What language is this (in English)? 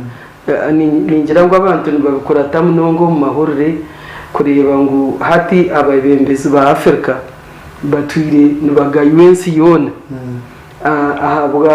Nyankole